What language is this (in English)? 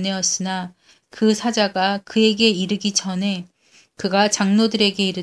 Korean